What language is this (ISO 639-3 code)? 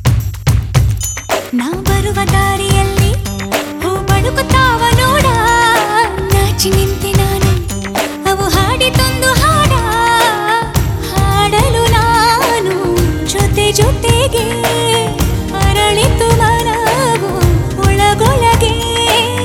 kan